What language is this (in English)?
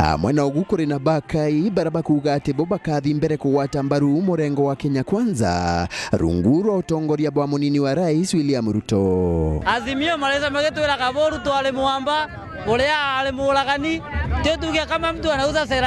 Meru